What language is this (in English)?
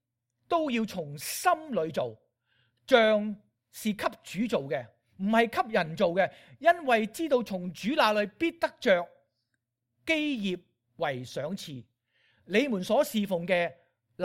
Cantonese